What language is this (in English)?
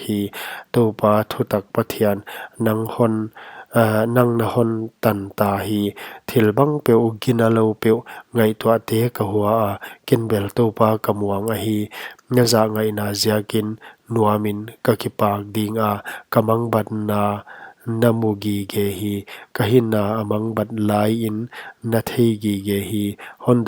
Paite Chin